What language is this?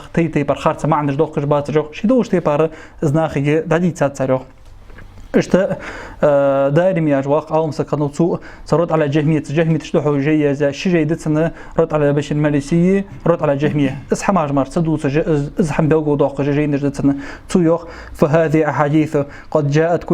Ingush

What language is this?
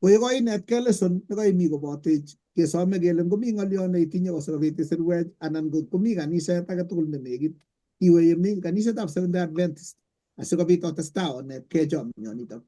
Kalenjin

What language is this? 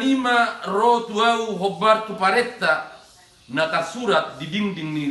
Batak Toba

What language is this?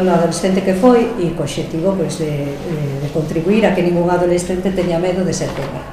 Galician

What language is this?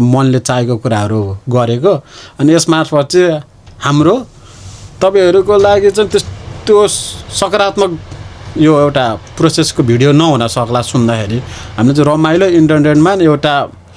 Nepali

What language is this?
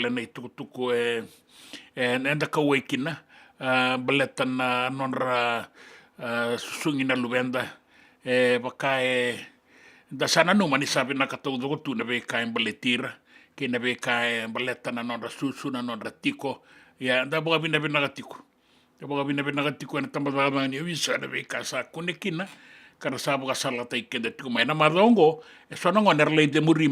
Fijian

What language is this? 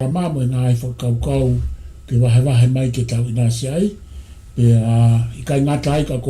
Tongan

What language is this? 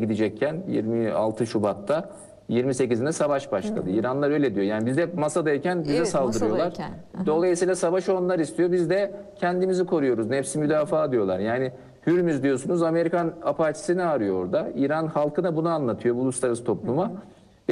Turkish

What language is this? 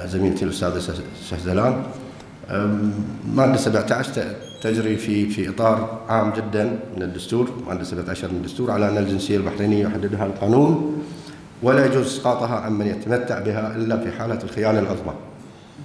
Arabic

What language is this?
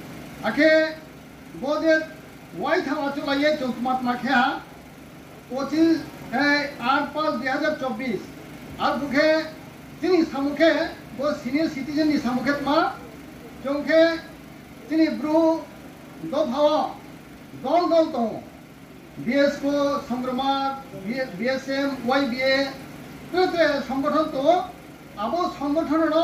Riang (India)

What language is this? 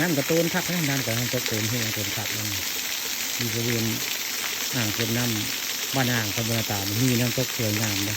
Northeastern Thai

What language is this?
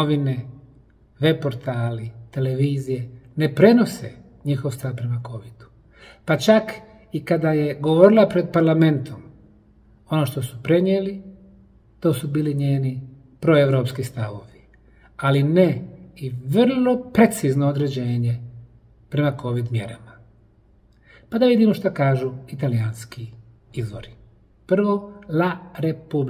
Bosnian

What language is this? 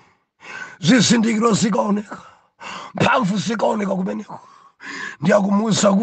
Nyanja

